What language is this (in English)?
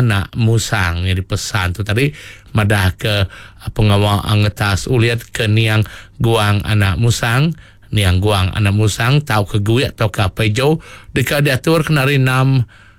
Iban